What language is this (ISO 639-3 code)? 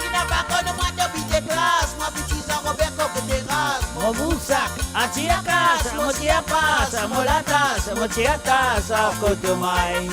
mfe